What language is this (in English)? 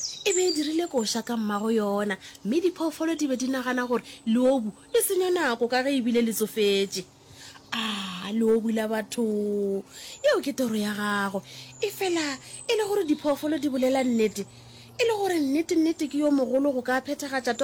Northern Sotho